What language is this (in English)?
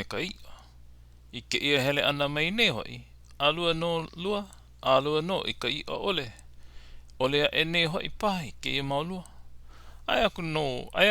Hawaiian